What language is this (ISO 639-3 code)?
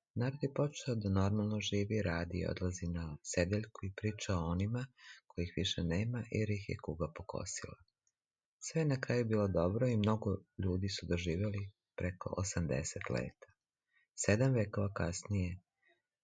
srp